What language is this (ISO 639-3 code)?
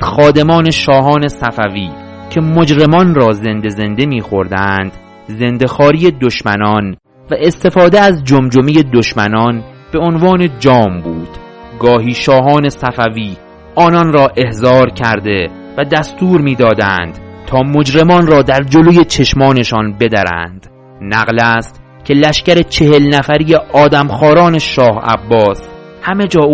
fas